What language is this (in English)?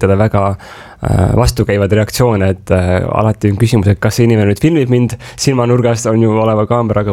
Estonian